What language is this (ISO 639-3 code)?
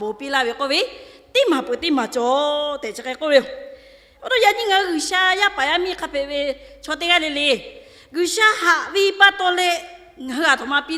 lhu